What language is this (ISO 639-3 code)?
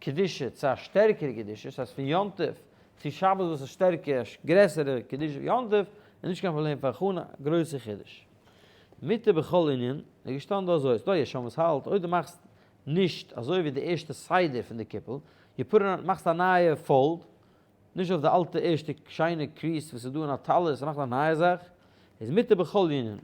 yid